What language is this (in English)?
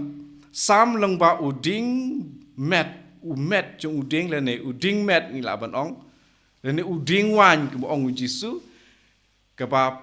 Khasi